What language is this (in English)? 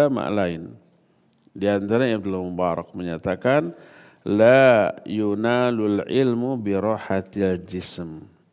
Indonesian